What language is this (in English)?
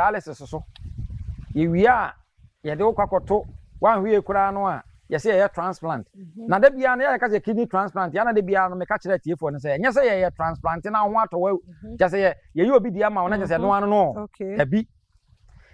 Akan